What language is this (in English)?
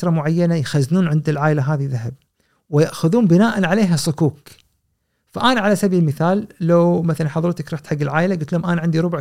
Gulf Arabic